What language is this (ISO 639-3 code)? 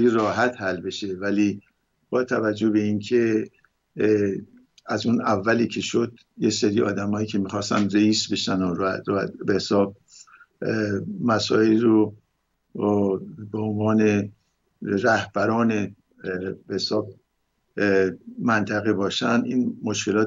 fas